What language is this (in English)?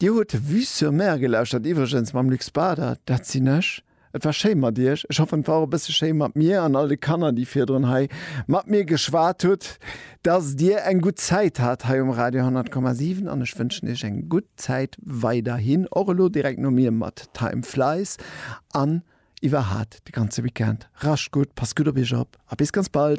Luxembourgish